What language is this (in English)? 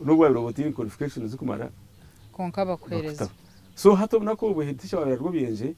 Nyankole